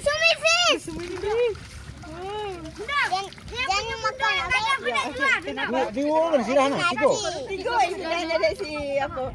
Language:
Minangkabau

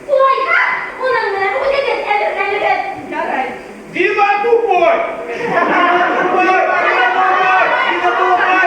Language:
Bashkir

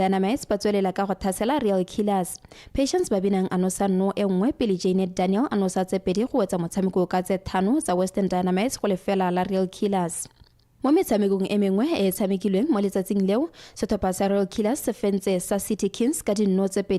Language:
Tswana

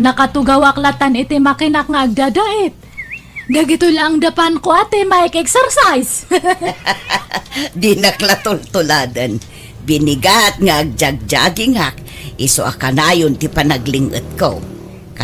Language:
Iloko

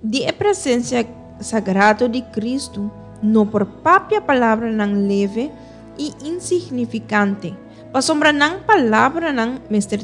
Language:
Papiamento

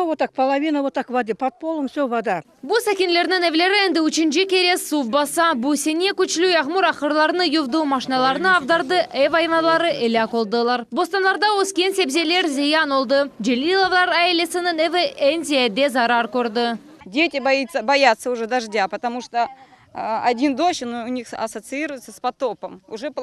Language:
Crimean Tatar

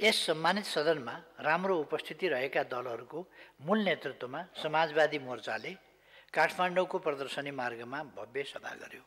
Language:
Nepali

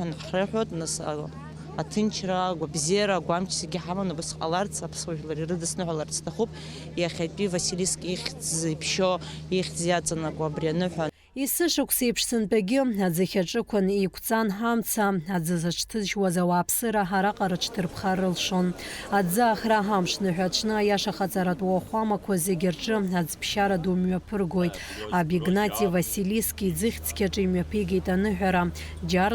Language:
Abkhazian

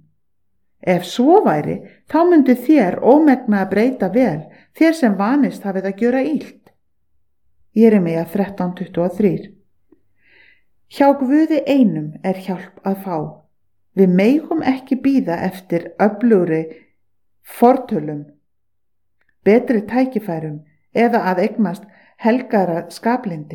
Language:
Icelandic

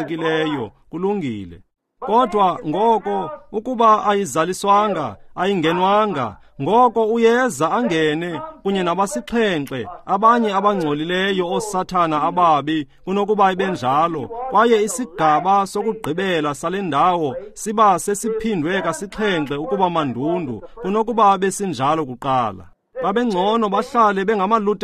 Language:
Xhosa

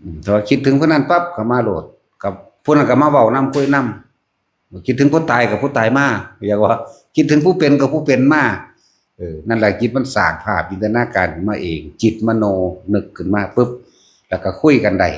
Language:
Northeastern Thai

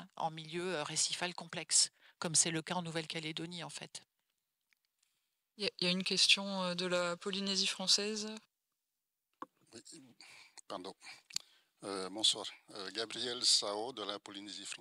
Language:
French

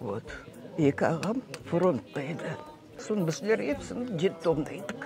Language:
Crimean Tatar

